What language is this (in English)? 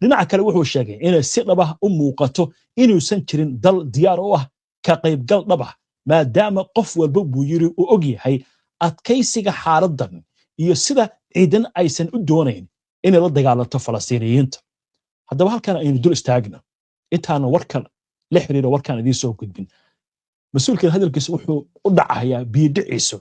Somali